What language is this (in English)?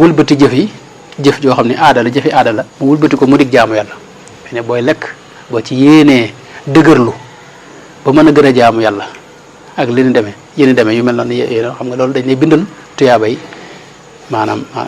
Wolof